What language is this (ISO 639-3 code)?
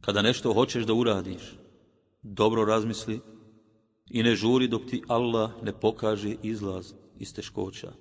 bos